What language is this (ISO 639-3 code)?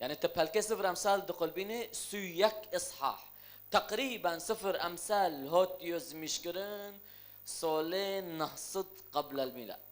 kur